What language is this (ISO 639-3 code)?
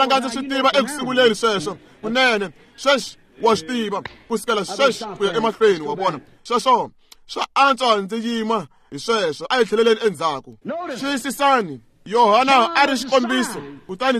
tso